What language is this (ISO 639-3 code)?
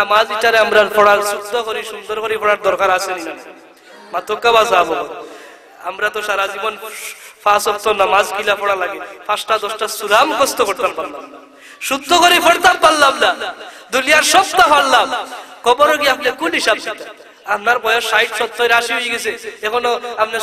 syl